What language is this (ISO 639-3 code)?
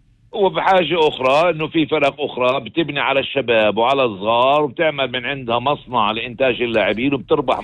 apc